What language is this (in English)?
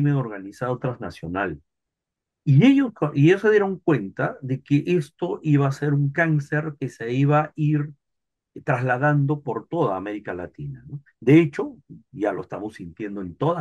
Spanish